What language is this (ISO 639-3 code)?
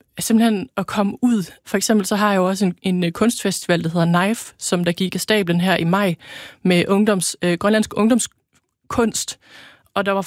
dan